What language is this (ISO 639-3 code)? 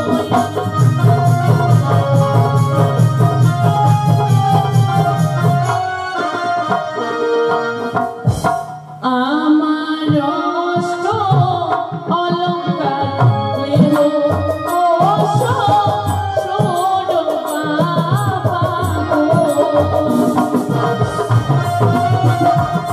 ben